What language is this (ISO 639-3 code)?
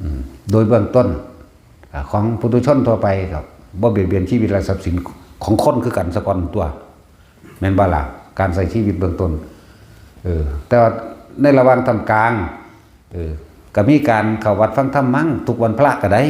tts